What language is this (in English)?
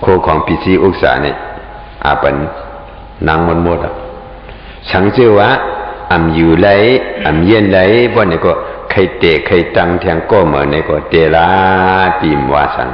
Shan